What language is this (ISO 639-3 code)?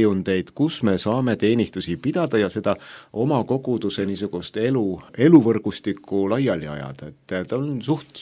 est